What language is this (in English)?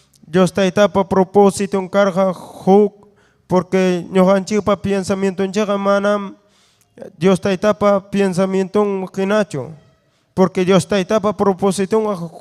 Ayacucho Quechua